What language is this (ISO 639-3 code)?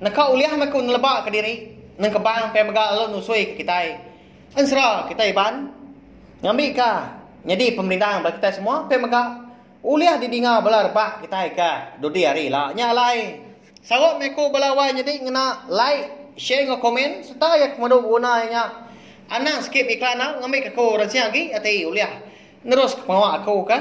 iba